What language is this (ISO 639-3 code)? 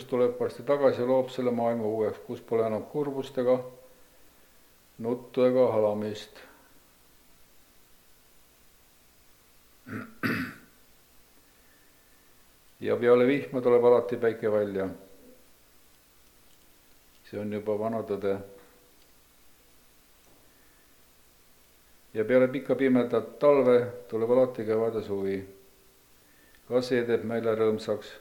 est